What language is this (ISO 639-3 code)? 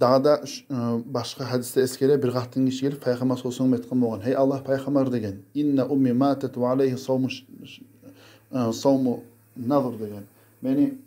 kum